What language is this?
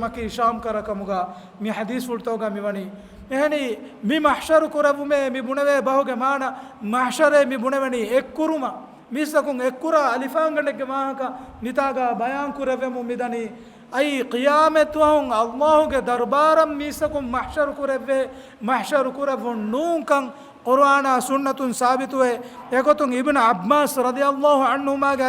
Divehi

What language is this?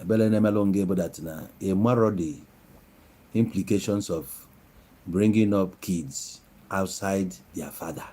Igbo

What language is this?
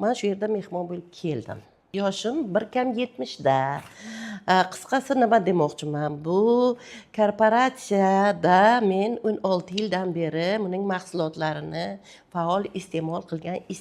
Uzbek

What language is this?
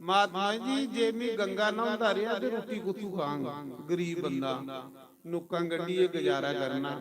Dogri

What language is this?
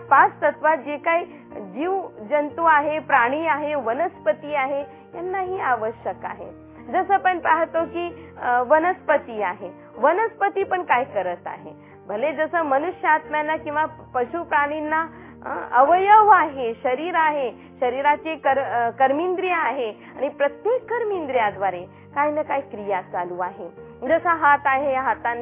Marathi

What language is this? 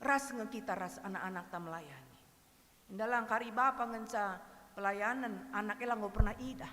Batak Karo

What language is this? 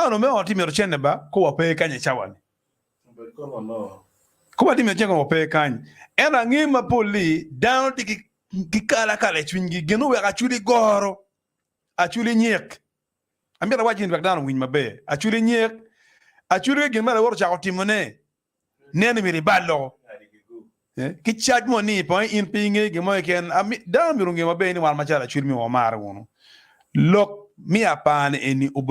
Acoli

